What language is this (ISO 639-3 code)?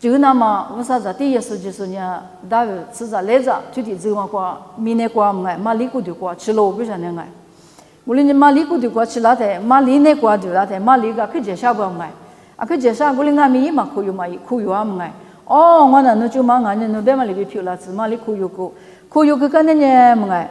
lis